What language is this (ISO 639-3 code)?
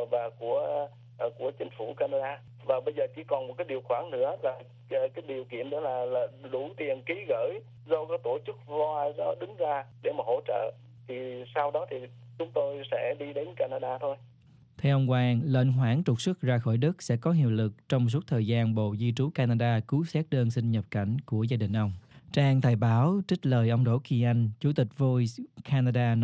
vie